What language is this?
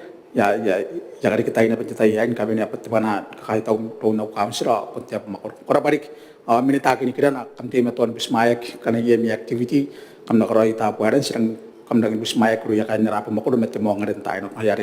Gilbertese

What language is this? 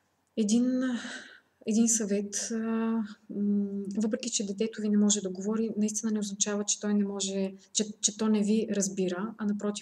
Bulgarian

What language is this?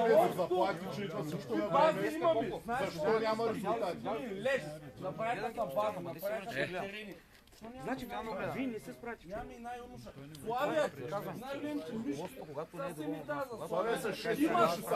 Bulgarian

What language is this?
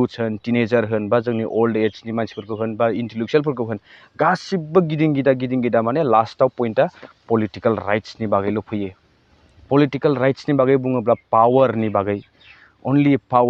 Bodo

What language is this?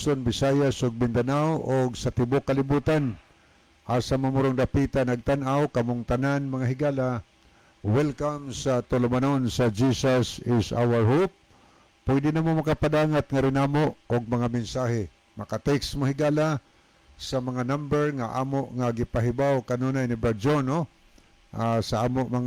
Cebuano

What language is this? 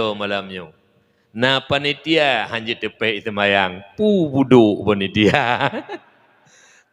Achinese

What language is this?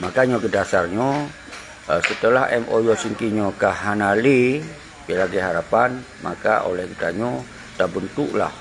Achinese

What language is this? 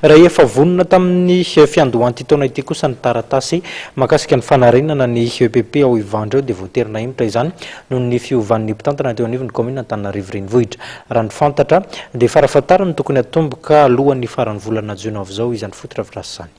Malagasy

